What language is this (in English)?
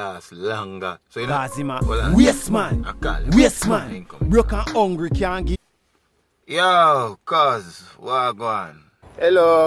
Jamaican Creole English